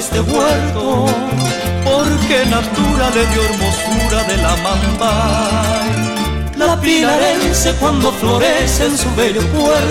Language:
Guarani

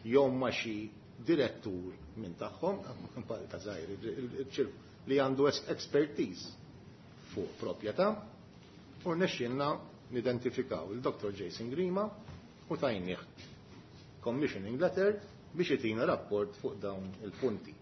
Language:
Maltese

